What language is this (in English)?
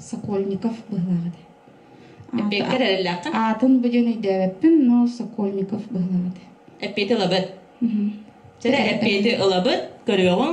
Yakut